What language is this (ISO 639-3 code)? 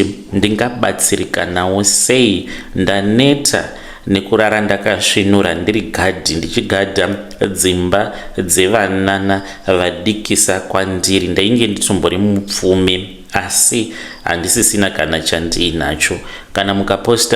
sna